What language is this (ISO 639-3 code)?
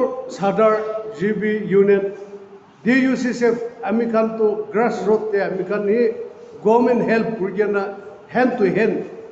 nag